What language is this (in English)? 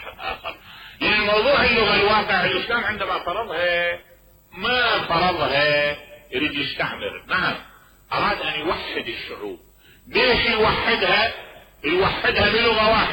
Mesopotamian Arabic